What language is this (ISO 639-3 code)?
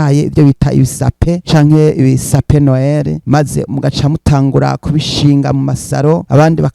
run